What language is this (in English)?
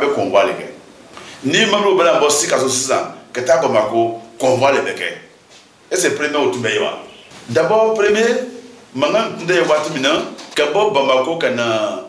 Bambara